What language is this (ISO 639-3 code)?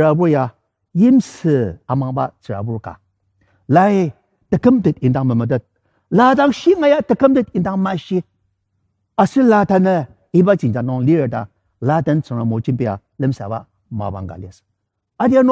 njo